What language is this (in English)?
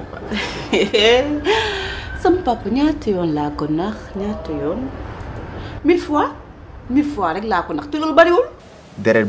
Wolof